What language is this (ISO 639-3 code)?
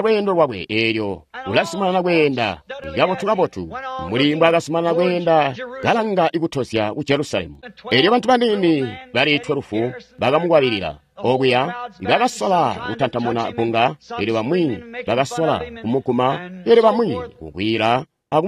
toi